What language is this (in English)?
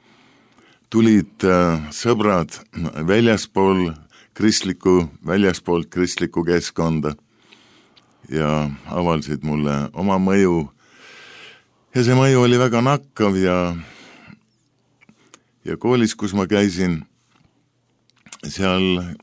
Estonian